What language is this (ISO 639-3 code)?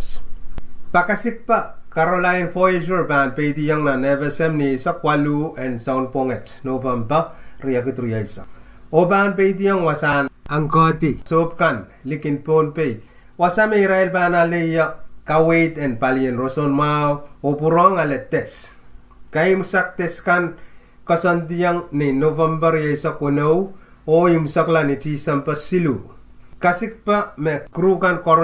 pon